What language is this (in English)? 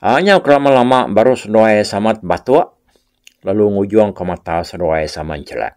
Iban